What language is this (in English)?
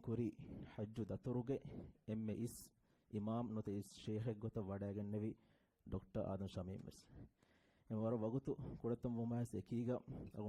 Divehi